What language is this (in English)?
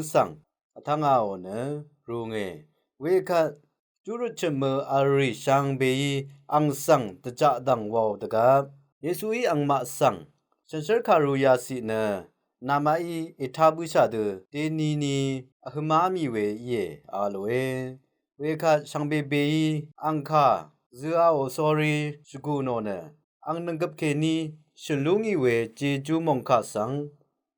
Rawang